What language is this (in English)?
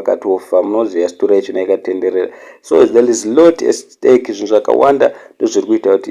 Shona